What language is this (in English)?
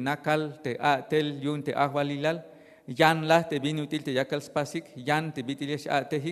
Tzeltal